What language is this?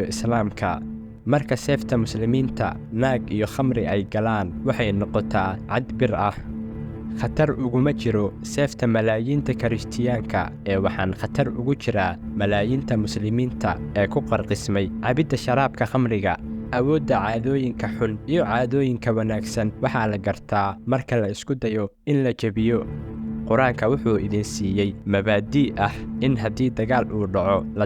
Somali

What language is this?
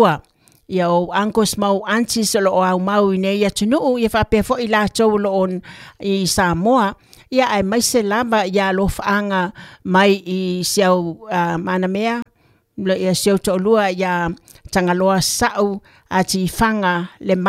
Samoan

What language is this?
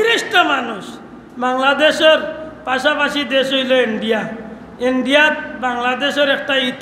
Sylheti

